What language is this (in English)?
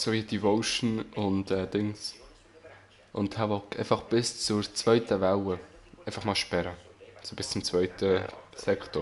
Swiss German